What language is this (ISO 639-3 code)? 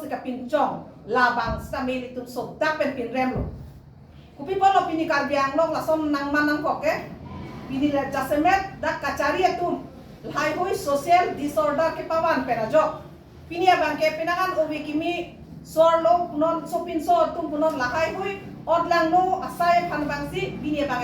mjw